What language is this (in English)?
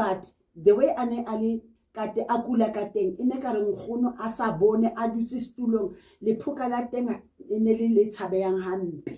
Southern Sotho